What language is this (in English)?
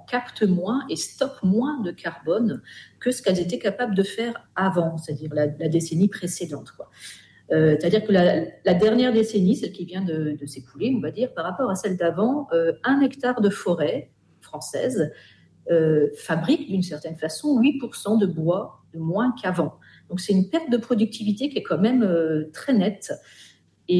French